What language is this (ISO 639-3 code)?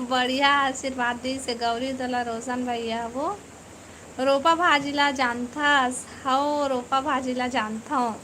hne